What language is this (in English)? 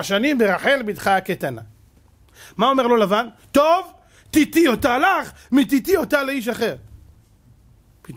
Hebrew